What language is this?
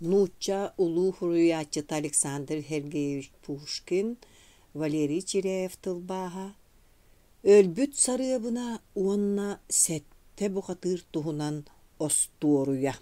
Yakut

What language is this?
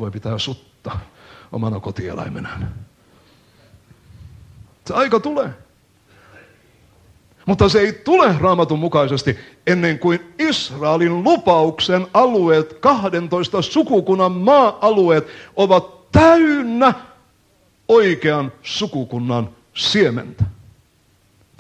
Finnish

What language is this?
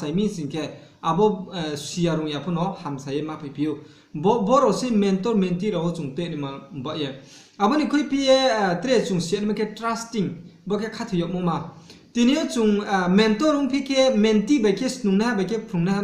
Riang (India)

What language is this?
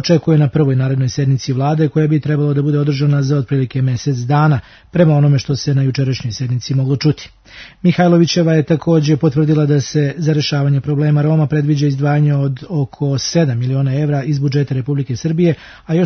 Serbian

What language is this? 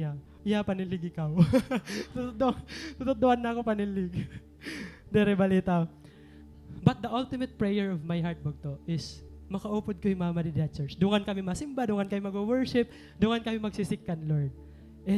Waray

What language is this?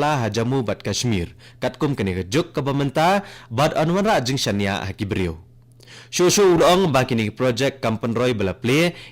Khasi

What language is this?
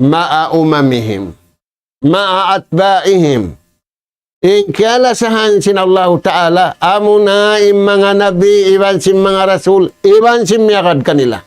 Tausug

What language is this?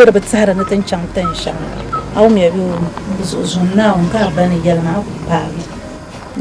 Dagbani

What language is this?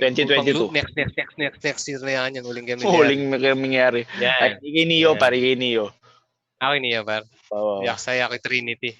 Pampanga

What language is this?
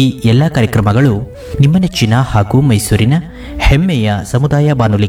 Kannada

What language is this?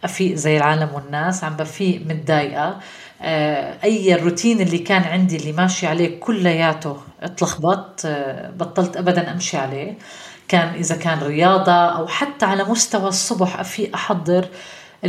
North Levantine Arabic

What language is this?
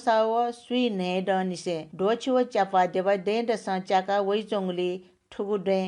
Newari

